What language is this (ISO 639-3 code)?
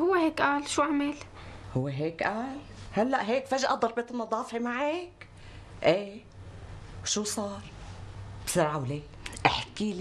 apc